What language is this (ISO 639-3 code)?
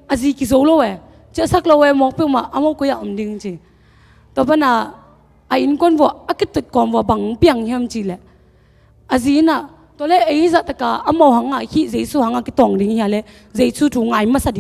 ctd